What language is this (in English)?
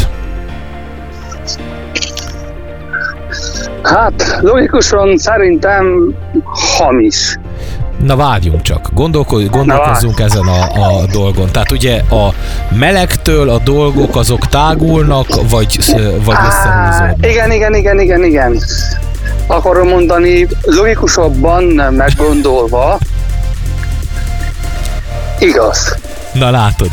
Hungarian